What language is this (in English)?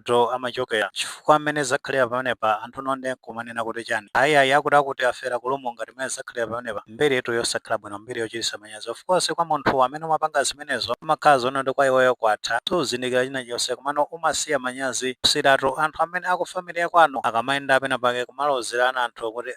Nyanja